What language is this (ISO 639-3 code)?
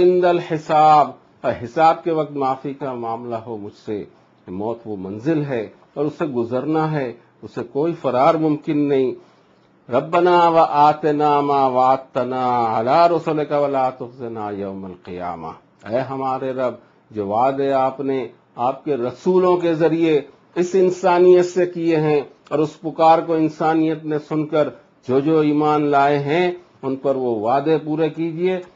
urd